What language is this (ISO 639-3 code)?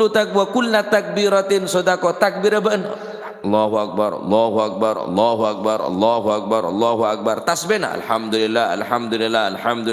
mad